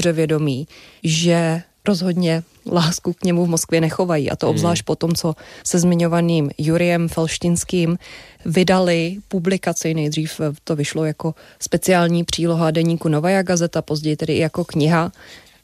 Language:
Czech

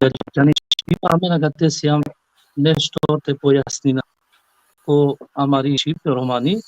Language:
Balkan Romani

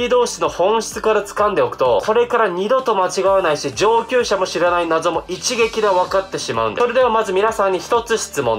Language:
Japanese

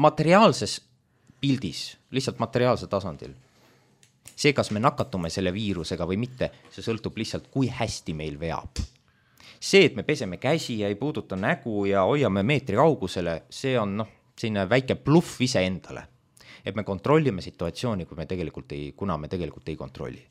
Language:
Estonian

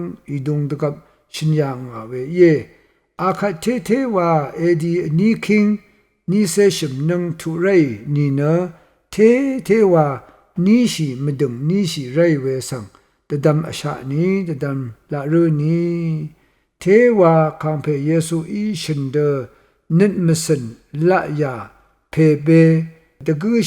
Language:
Rawang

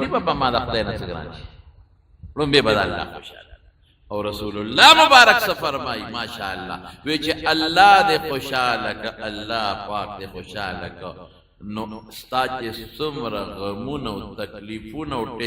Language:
Pashto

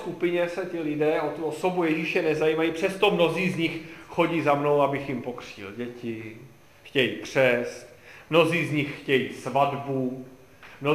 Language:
Czech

